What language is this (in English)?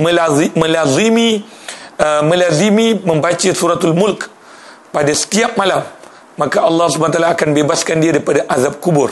Malay